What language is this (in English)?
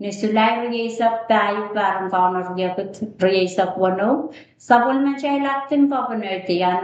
Pohnpeian